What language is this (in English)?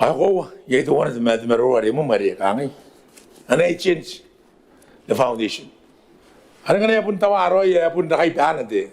Gilbertese